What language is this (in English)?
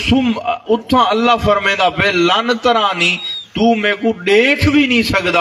Saraiki